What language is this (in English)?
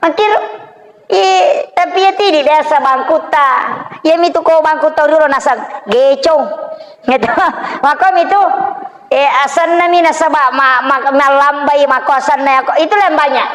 Buginese